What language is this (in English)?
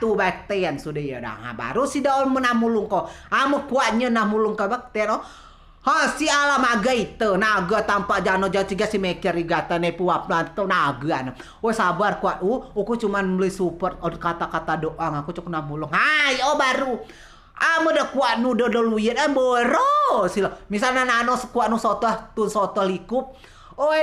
Rejang